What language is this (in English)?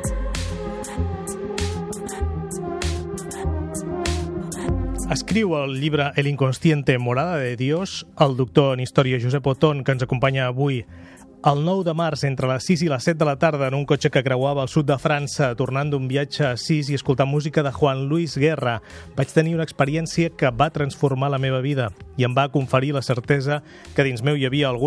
Catalan